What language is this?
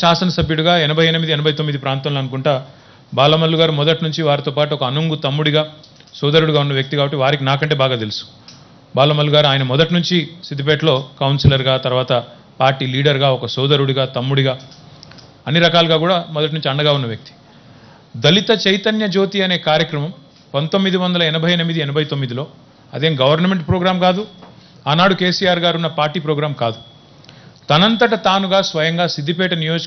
Telugu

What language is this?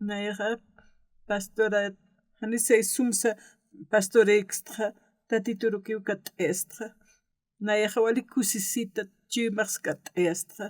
Aymara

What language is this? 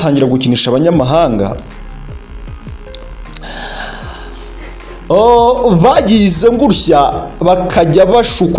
Kinyarwanda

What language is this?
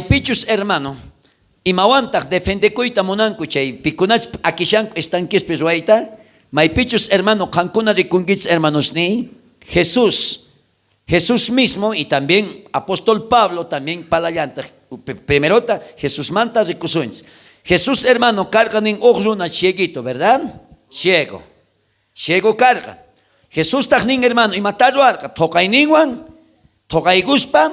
South Bolivian Quechua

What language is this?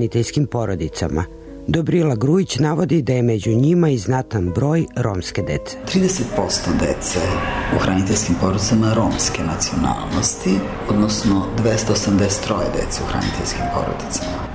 Serbian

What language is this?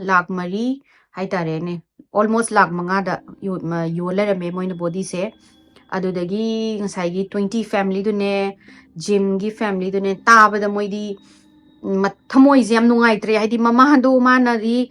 Manipuri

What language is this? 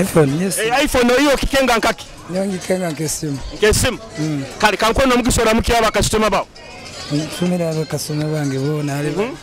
Nyoro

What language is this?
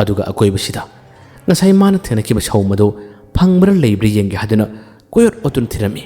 Manipuri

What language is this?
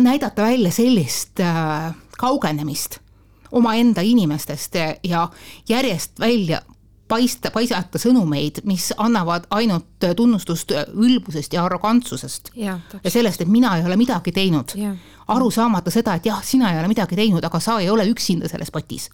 Estonian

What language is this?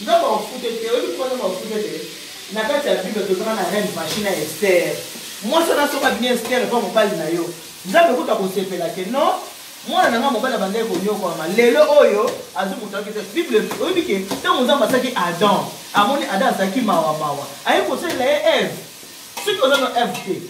Lingala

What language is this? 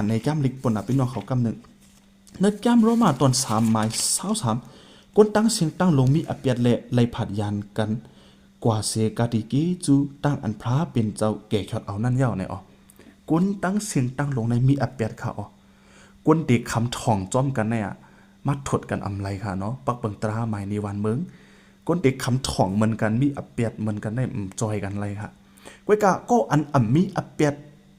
Shan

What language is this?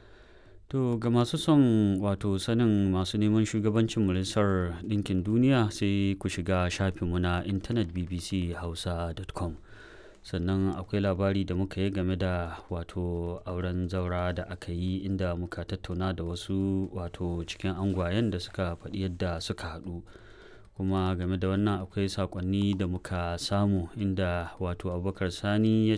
Hausa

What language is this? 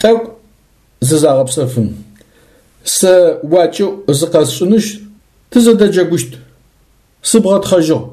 Adyghe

